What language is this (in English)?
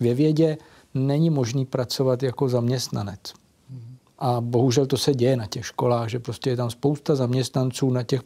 Czech